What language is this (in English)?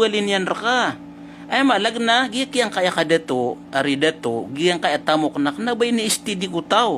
Maranao